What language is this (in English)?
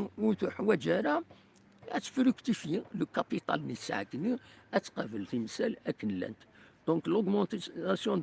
Kabyle